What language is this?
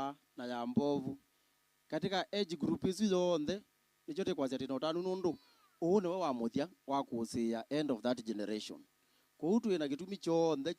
Kamba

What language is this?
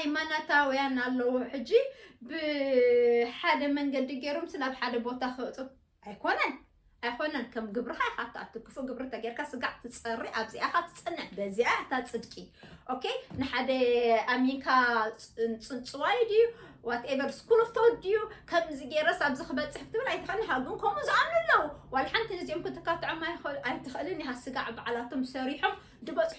Tigrinya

